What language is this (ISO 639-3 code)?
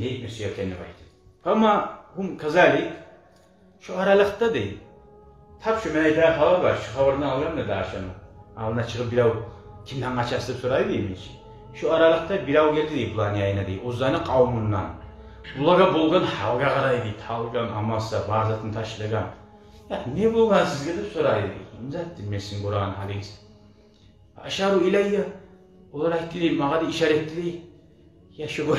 kum